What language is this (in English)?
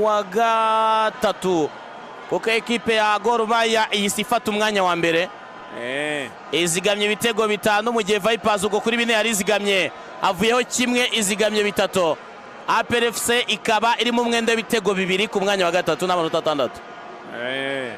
Kinyarwanda